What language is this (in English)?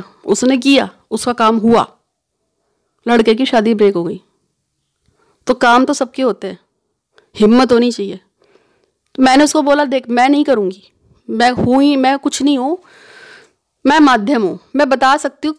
Hindi